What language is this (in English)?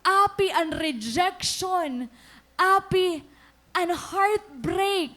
Waray